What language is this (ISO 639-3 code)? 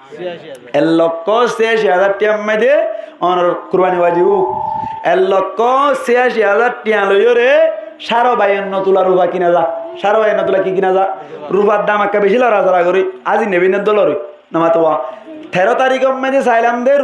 rhg